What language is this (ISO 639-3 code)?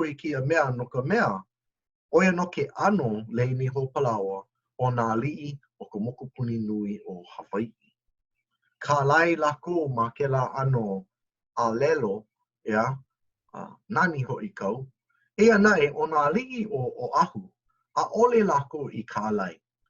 haw